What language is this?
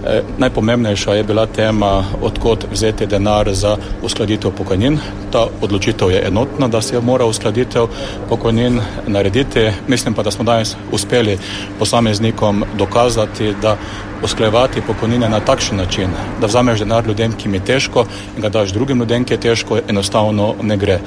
Slovenian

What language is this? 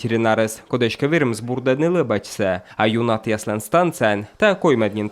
Komi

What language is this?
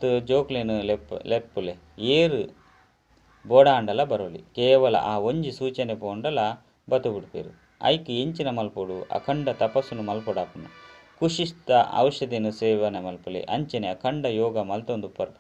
Tulu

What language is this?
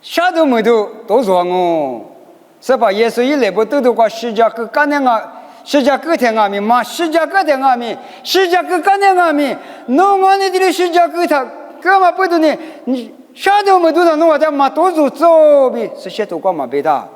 Lisu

